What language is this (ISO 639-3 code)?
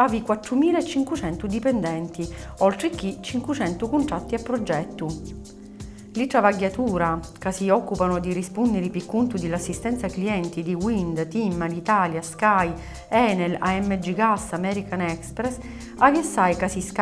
scn